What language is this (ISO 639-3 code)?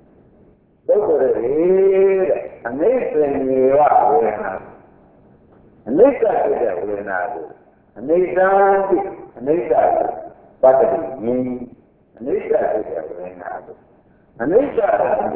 mya